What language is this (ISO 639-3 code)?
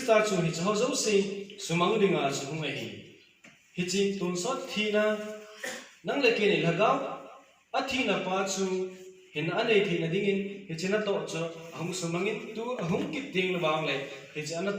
tcz